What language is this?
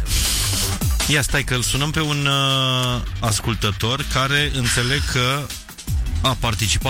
Romanian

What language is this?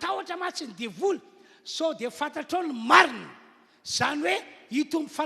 Malagasy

